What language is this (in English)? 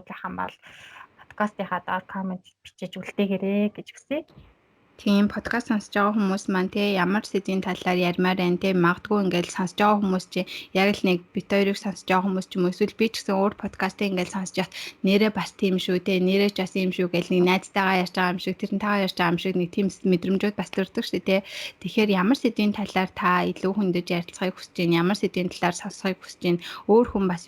Mongolian